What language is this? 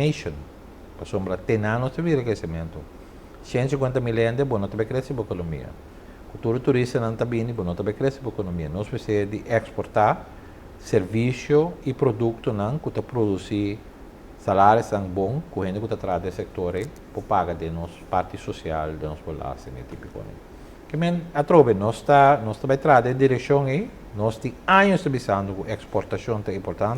Papiamento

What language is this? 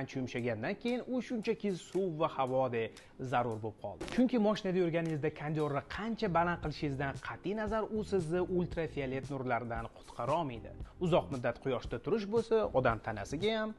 Uzbek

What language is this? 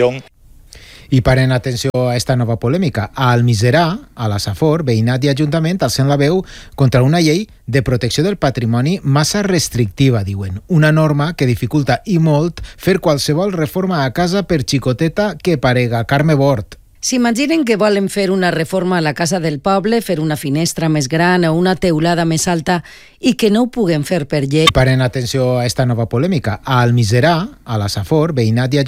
Catalan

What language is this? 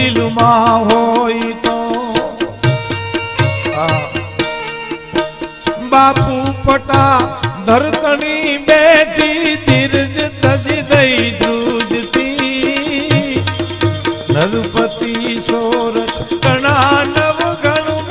Gujarati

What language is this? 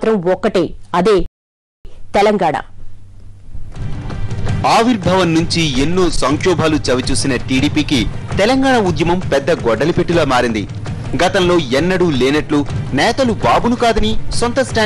Telugu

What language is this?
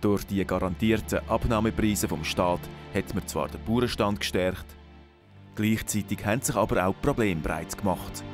Swiss German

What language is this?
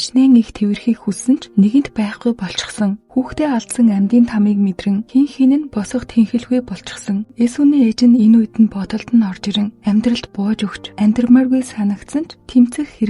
Mongolian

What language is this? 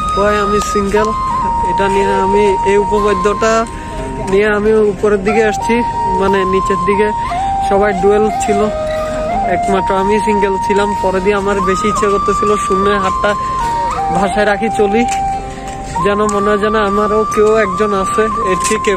Bangla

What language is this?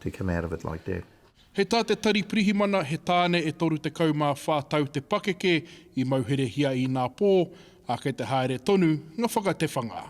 Māori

